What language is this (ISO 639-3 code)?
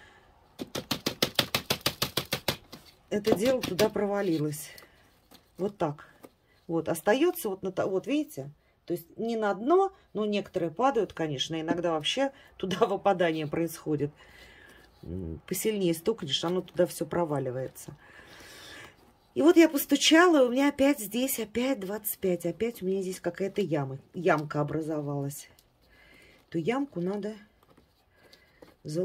rus